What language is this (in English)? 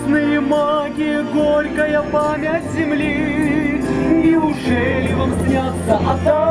Russian